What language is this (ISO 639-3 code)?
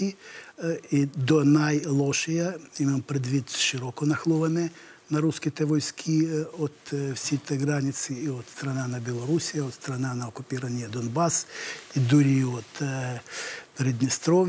bul